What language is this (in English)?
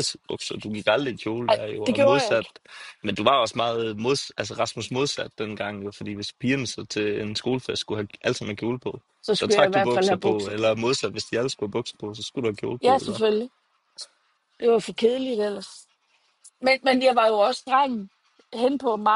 Danish